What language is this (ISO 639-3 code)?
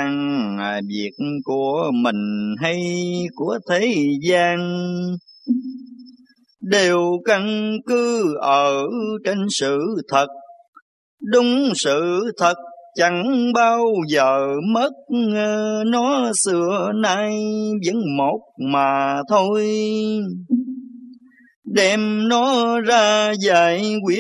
vie